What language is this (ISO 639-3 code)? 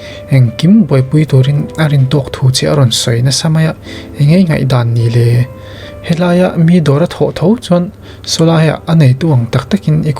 lus